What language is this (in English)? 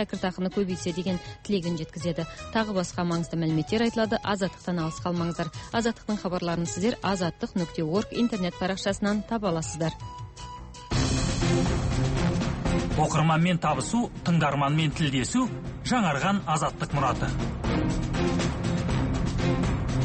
Kazakh